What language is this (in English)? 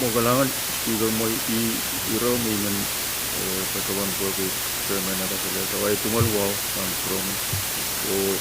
Pohnpeian